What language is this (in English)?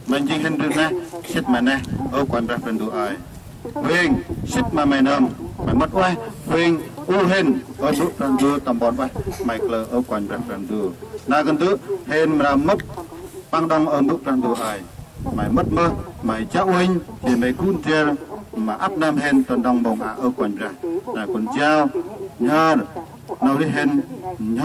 Central Mnong